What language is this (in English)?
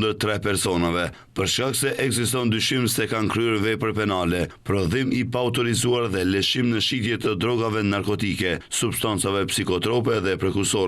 Albanian